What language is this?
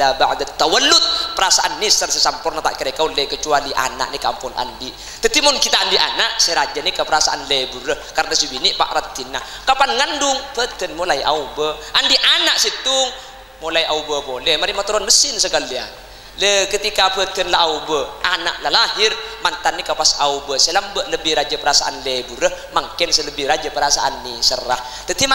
Madurese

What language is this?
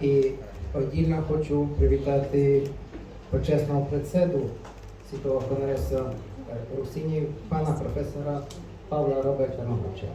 Rusyn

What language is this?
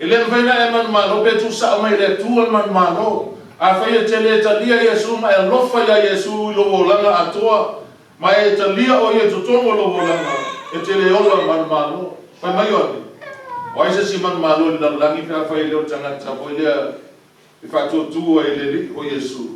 Samoan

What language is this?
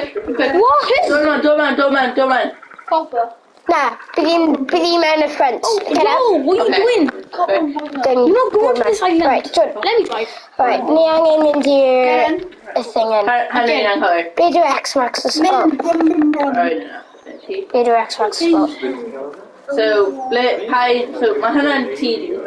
Welsh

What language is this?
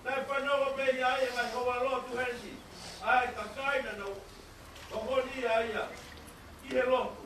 Tongan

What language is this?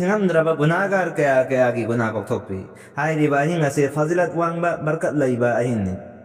Manipuri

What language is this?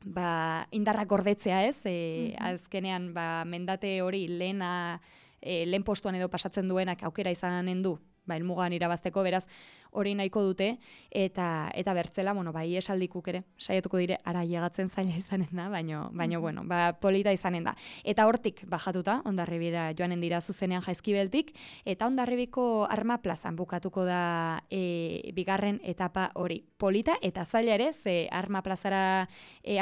Basque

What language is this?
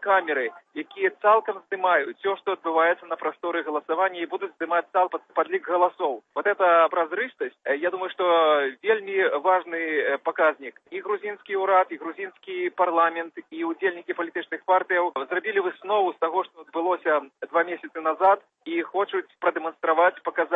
Belarusian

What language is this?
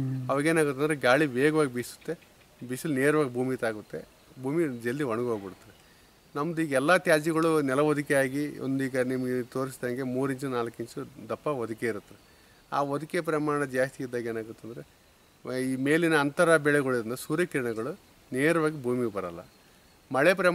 Kannada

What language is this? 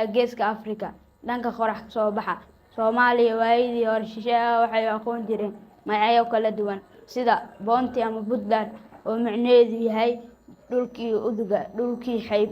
Somali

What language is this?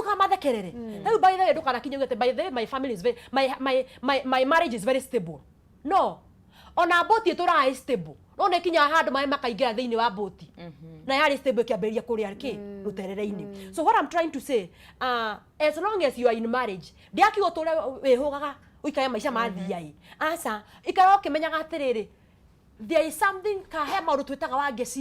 Kikuyu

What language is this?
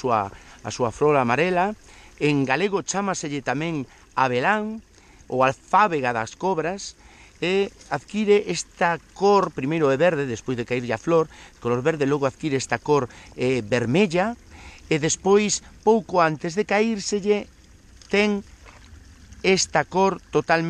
Galician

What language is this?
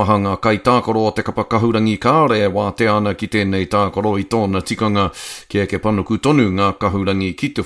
Māori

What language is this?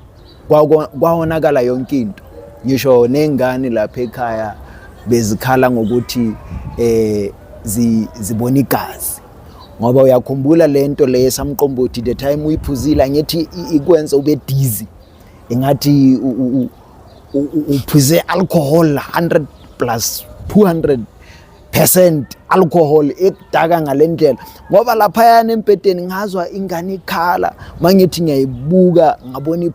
Zulu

